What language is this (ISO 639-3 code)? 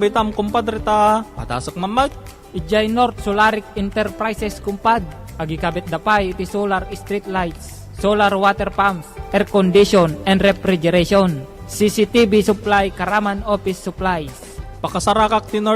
ilo